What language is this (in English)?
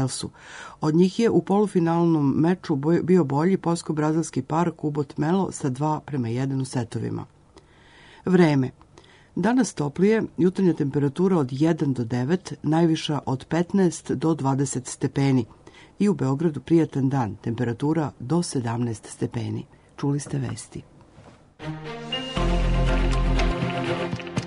Serbian